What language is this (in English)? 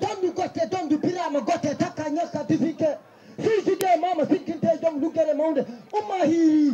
Fula